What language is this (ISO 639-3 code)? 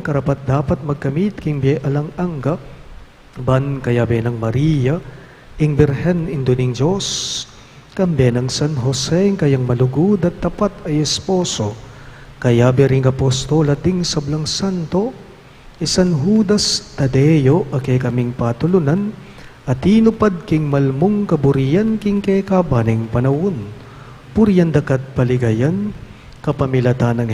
pam